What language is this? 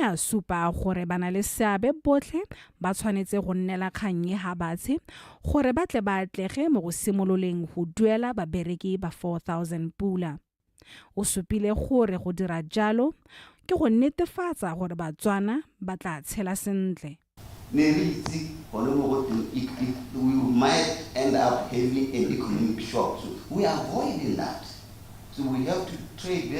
Tswana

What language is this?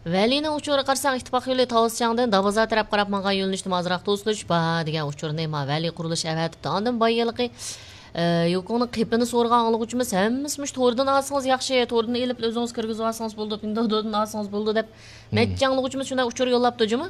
Uyghur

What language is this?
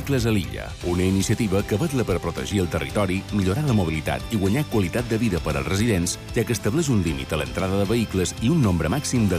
Catalan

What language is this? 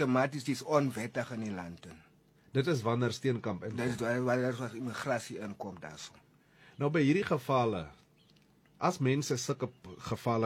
Afrikaans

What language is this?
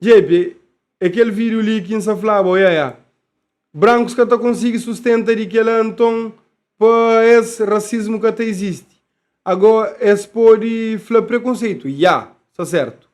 Kabuverdianu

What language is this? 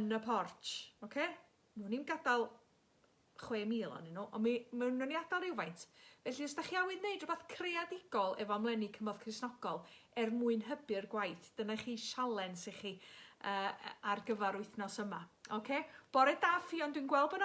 Welsh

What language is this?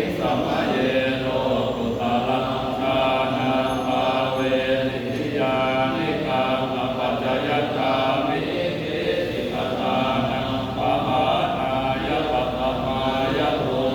Pali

